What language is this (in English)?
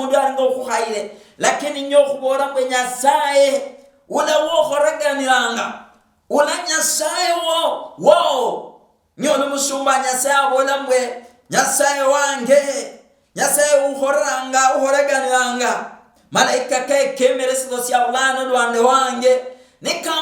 Luyia